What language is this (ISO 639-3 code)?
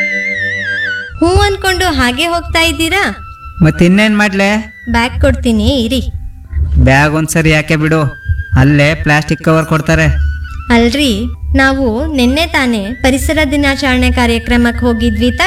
kan